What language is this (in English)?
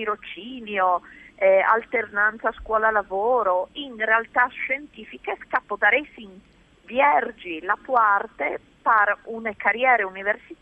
Friulian